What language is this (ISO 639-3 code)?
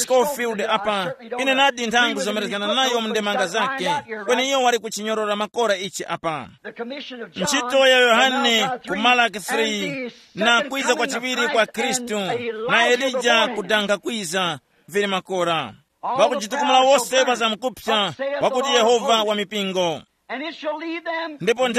tum